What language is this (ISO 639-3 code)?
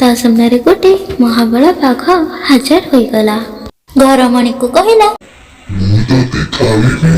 ori